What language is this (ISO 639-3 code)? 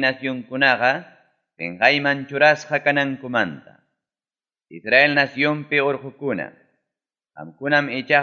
quy